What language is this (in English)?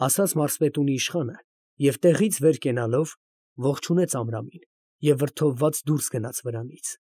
Armenian